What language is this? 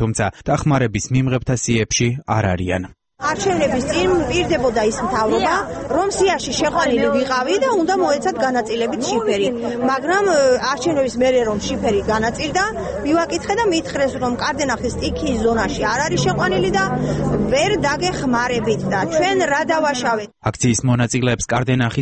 Georgian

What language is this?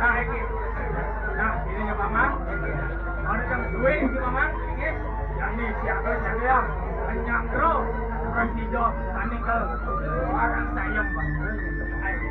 Balinese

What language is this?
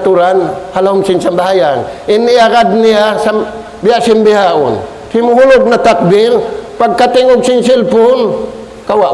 Tausug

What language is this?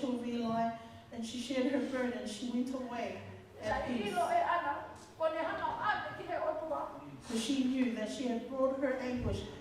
Tongan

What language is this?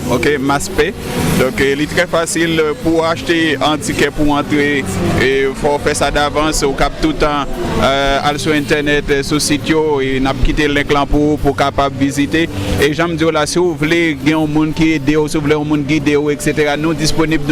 Haitian Creole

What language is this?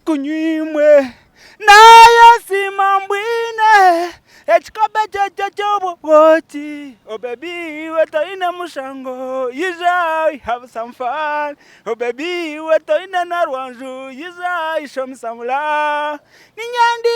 Nyankole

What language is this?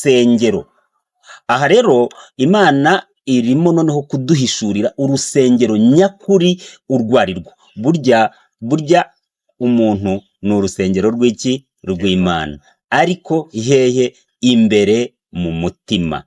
Kinyarwanda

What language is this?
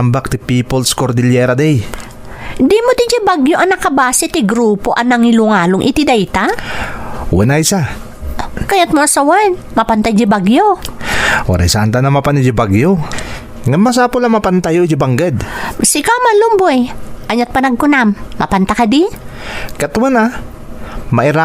Iloko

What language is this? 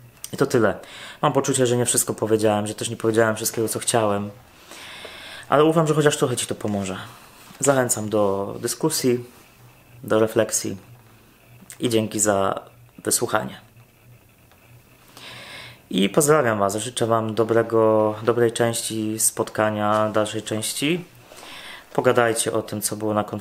Polish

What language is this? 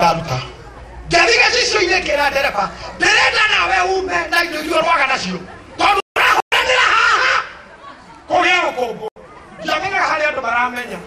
Kikuyu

